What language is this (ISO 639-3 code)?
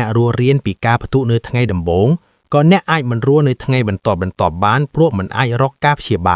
khm